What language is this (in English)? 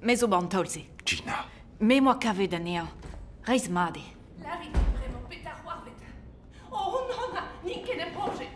Breton